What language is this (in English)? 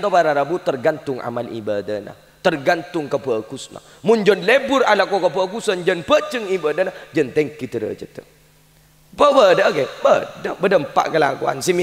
Madurese